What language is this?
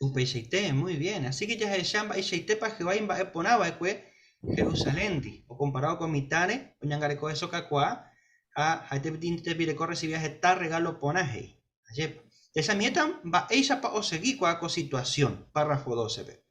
Guarani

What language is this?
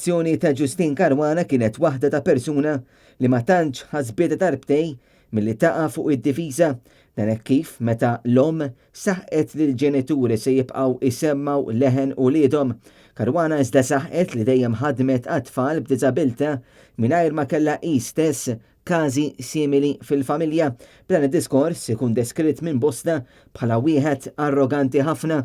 Maltese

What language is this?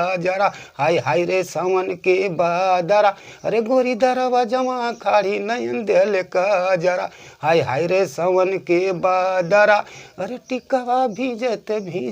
Bhojpuri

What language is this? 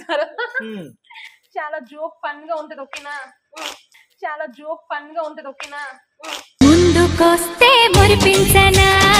Telugu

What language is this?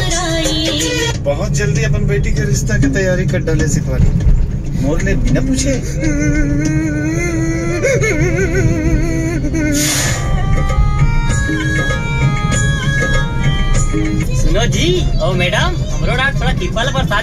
Chhattisgarhi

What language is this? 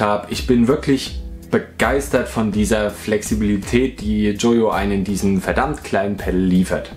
German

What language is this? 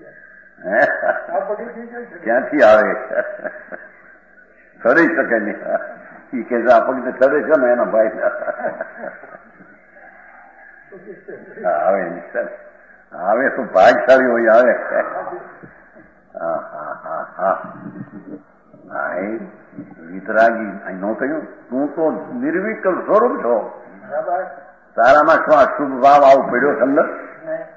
Gujarati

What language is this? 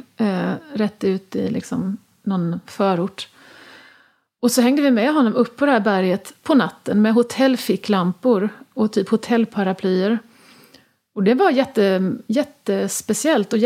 Swedish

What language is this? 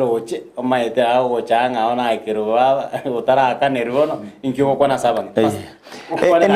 Gusii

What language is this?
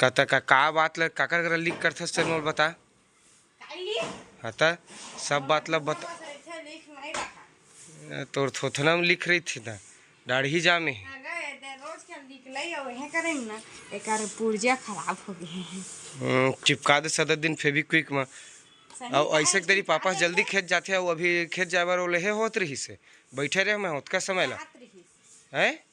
Chhattisgarhi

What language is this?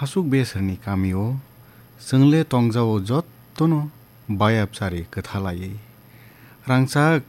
Kok Borok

